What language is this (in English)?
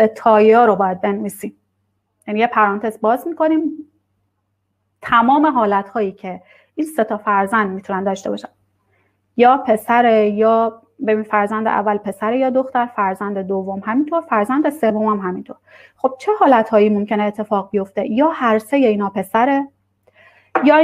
Persian